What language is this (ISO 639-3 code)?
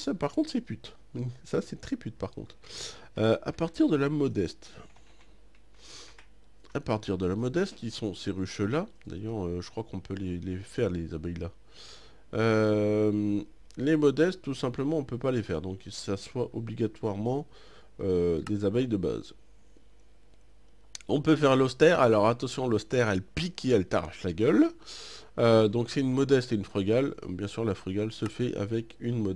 fra